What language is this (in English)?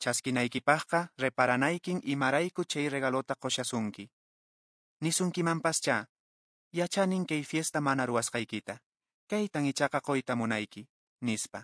Quechua